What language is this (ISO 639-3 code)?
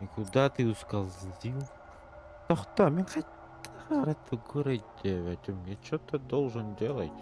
sah